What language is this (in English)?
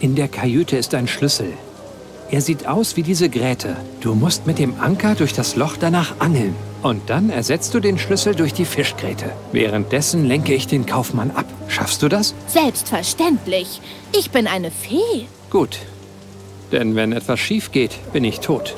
Bavarian